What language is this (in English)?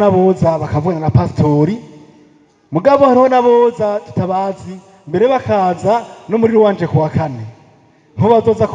Rundi